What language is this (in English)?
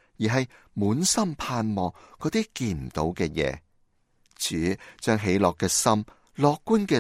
Cantonese